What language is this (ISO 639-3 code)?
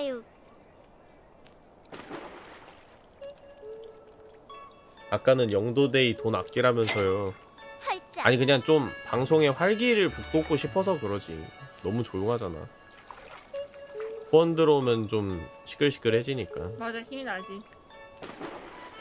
kor